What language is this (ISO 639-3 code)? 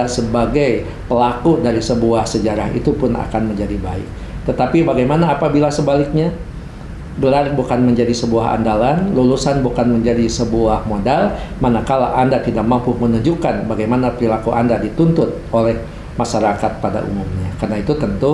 ind